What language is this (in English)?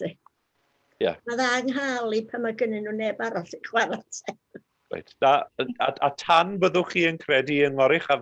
Welsh